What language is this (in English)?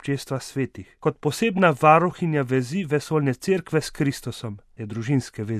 Slovenian